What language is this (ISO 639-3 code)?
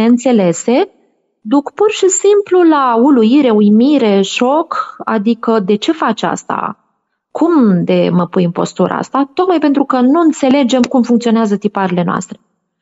ron